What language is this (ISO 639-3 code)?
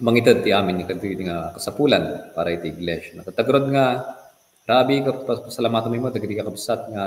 ilo